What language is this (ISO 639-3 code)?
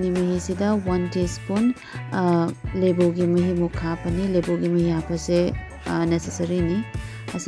mni